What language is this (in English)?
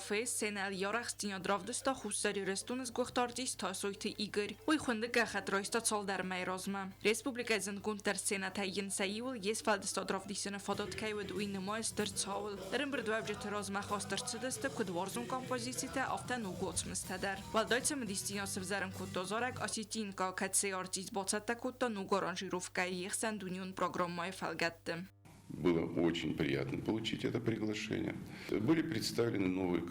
Ossetic